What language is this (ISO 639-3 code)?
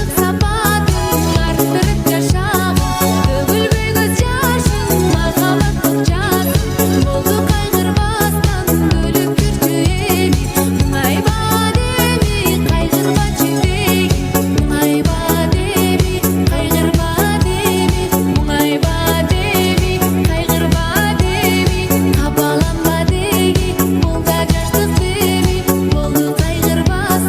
kaa